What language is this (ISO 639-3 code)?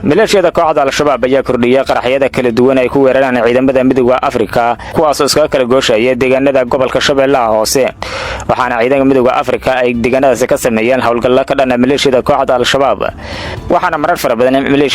som